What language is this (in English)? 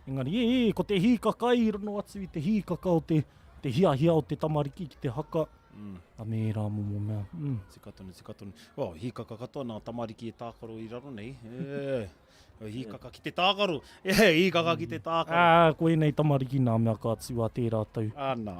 Māori